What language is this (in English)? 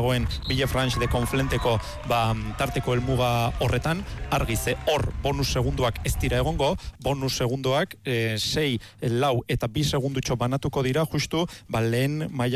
Basque